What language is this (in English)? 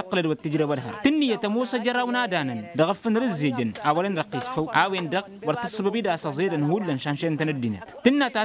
Tamasheq